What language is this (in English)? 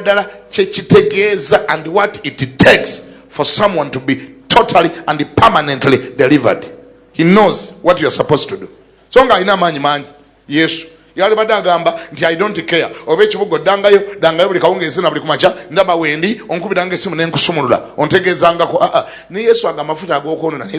Ganda